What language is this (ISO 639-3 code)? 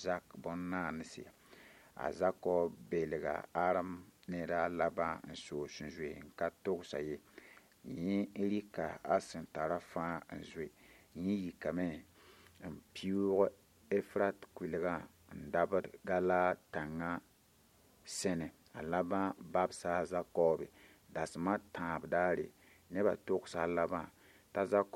mos